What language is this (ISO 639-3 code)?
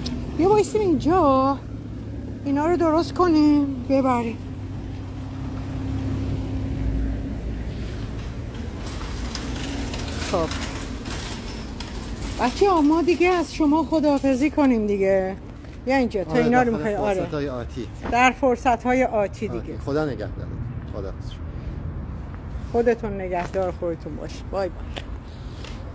fas